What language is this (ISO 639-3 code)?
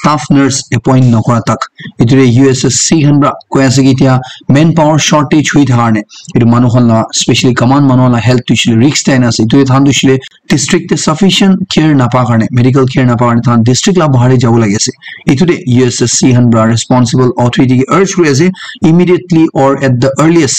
nag